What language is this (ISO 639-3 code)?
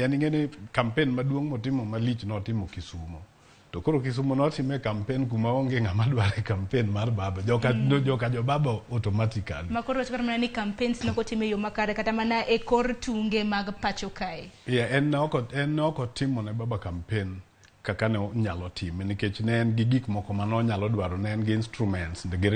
luo